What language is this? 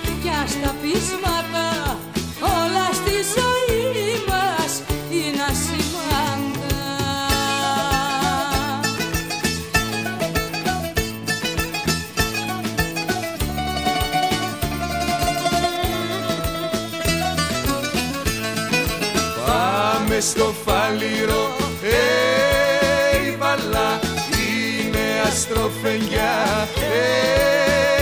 Greek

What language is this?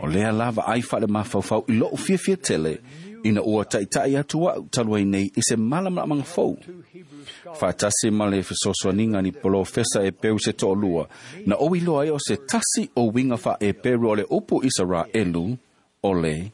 Samoan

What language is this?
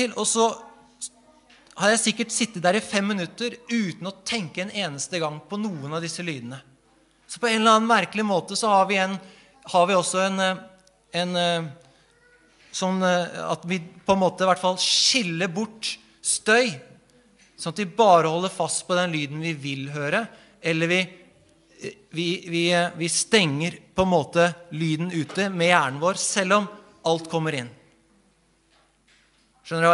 Norwegian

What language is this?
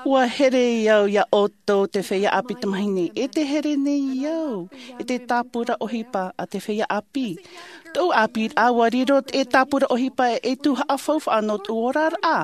Tahitian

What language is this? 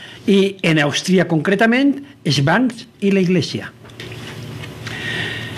Catalan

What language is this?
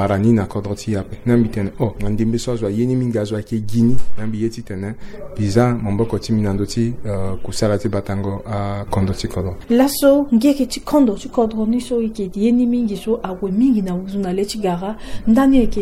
Sango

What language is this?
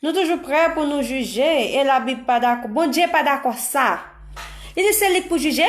Haitian Creole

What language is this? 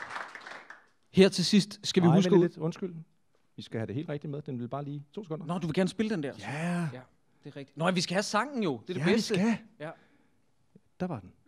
Danish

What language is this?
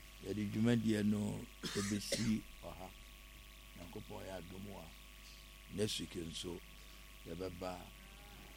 Akan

